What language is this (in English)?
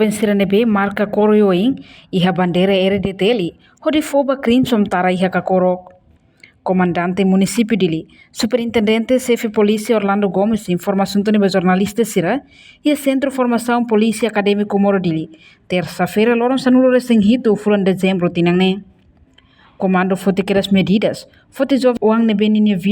Tetum